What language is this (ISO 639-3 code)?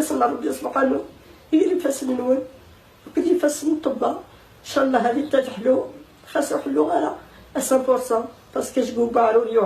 kab